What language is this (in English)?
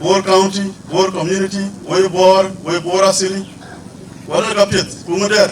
Dinka